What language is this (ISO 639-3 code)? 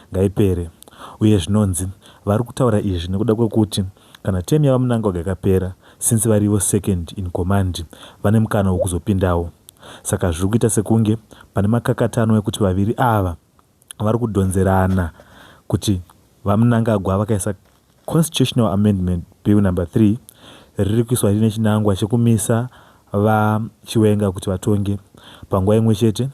sna